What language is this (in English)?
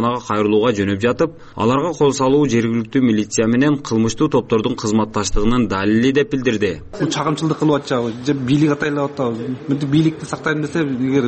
Kyrgyz